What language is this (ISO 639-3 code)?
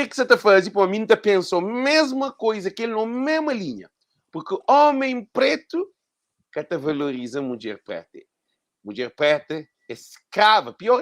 kea